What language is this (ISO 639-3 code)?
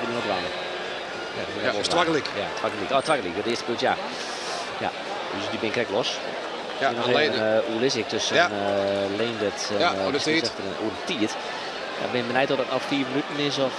fry